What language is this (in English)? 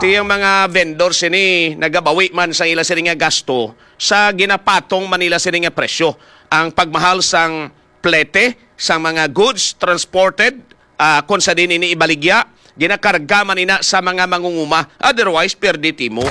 Hiligaynon